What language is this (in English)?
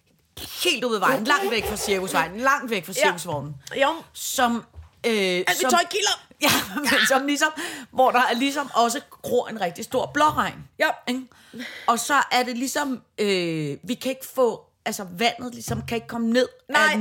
Danish